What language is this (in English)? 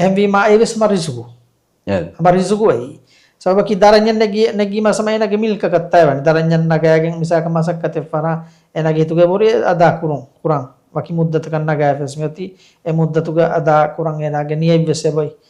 Divehi